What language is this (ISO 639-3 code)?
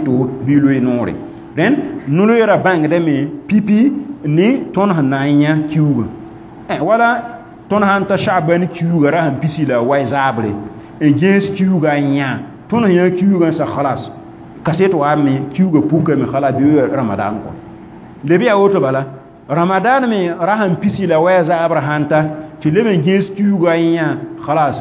mos